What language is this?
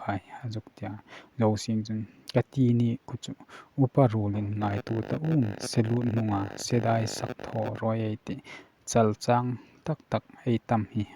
Hmar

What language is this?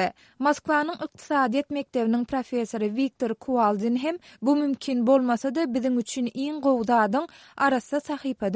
Turkmen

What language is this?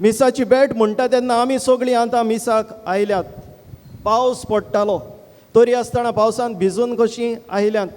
Konkani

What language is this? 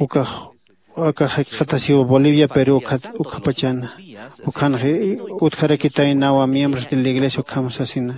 Aymara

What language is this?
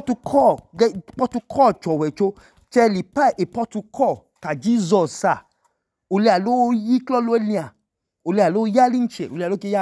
Idoma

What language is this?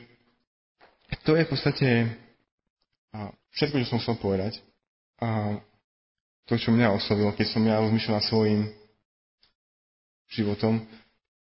Slovak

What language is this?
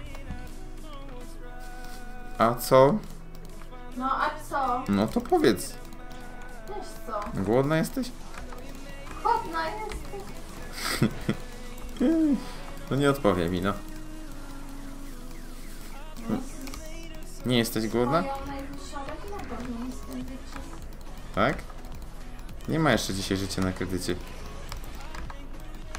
Polish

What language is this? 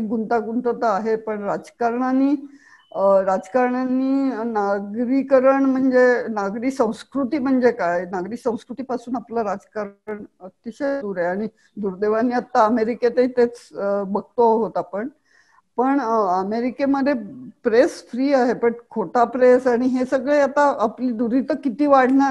Marathi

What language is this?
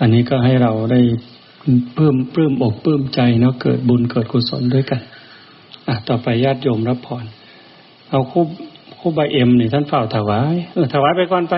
Northeastern Thai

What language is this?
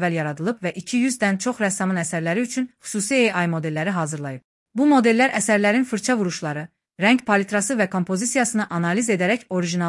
Azerbaijani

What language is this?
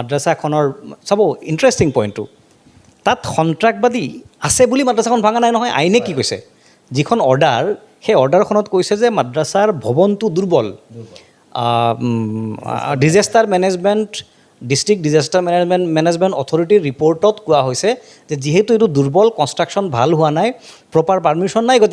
Assamese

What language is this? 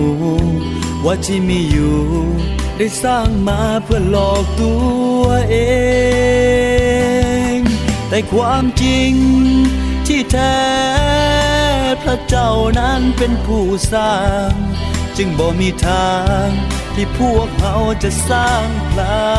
Thai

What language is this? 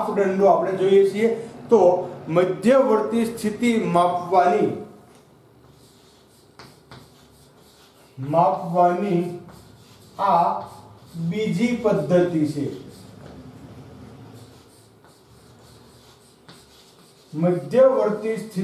Gujarati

